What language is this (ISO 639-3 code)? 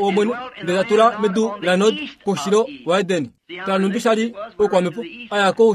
kua